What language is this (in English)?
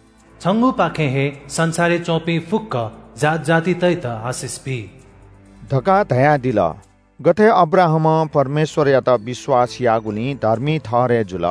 Newari